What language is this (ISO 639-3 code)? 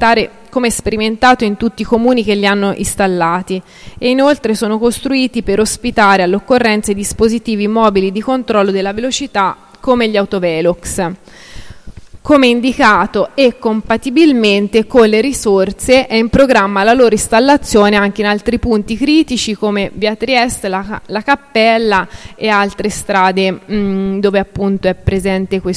ita